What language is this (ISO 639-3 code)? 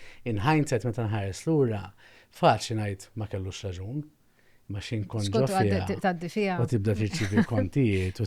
mlt